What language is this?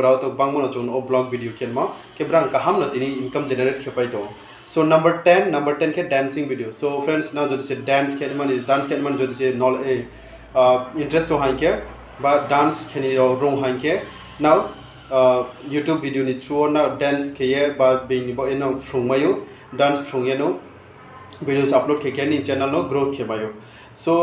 Riang (India)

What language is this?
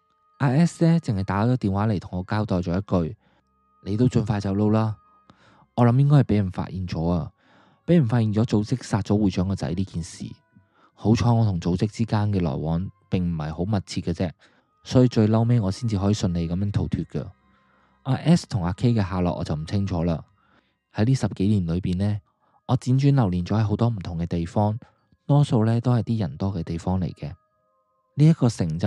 Cantonese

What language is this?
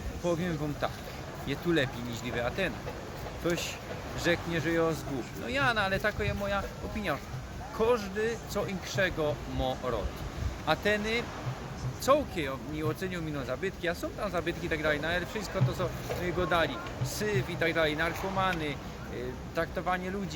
Silesian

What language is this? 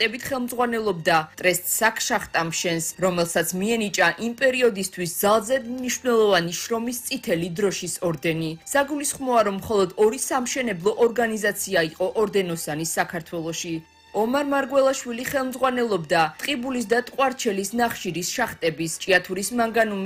Georgian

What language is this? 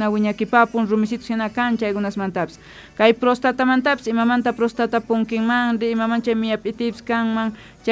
South Bolivian Quechua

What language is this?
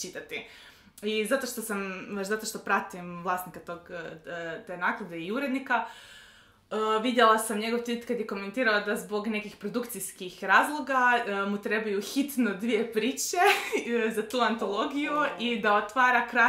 Croatian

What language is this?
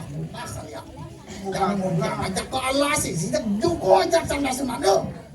Balinese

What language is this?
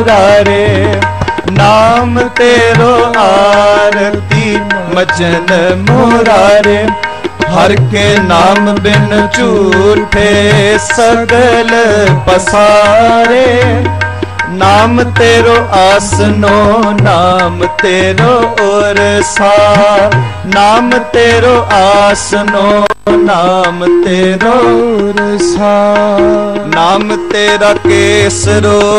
Punjabi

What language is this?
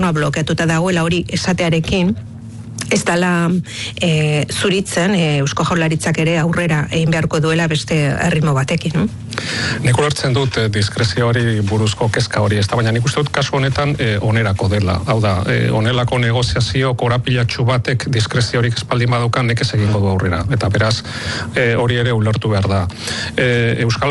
Basque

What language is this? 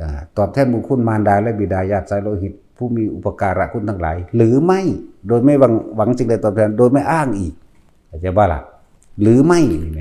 Northeastern Thai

